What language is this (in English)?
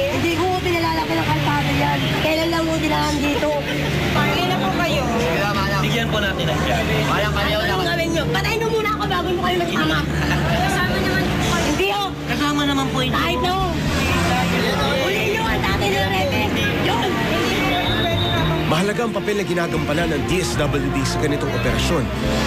Filipino